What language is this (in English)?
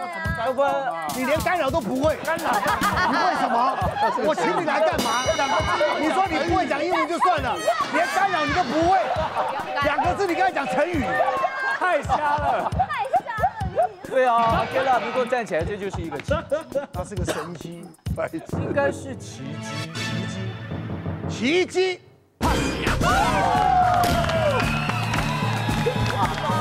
Chinese